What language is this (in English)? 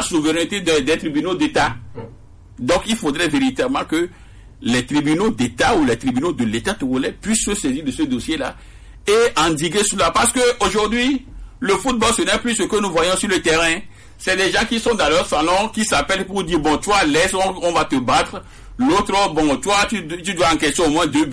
French